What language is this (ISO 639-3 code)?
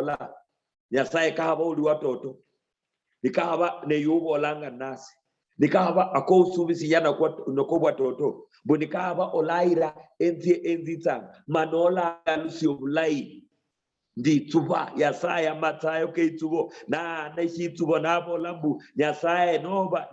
luy